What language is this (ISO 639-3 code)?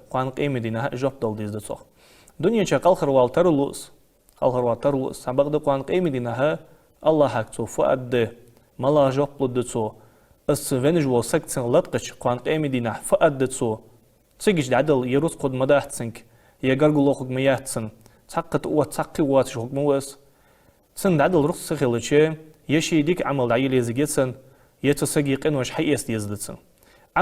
inh